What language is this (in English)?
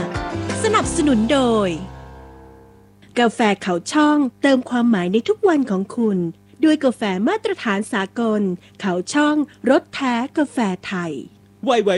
Thai